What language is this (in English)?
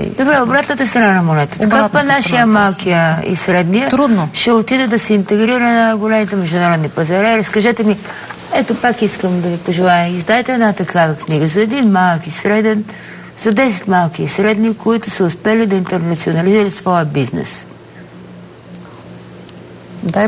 Bulgarian